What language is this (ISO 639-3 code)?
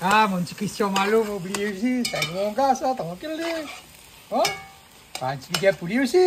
rcf